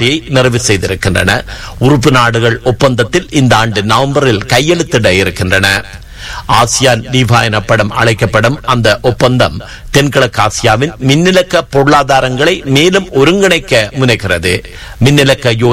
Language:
Tamil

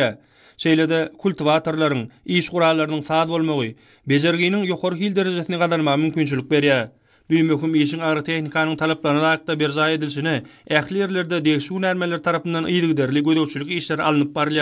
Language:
Turkmen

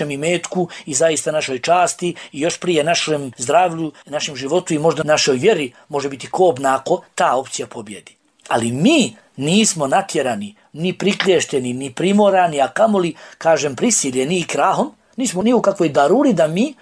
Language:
Bosnian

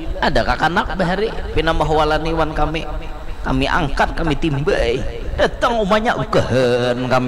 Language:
Banjar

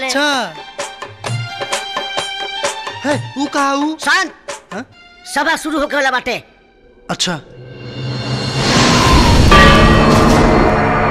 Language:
Bhojpuri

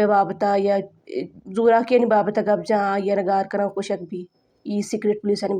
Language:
Baluchi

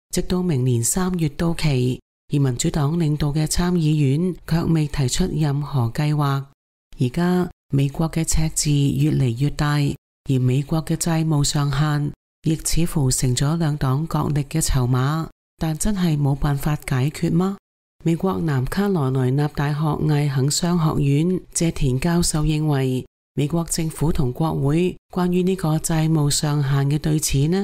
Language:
Cantonese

